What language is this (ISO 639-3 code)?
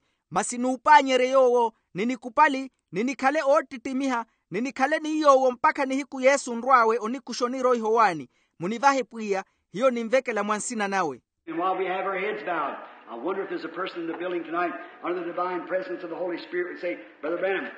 vmw